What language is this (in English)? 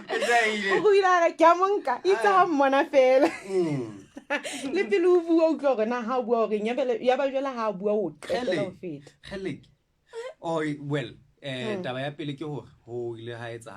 Southern Sotho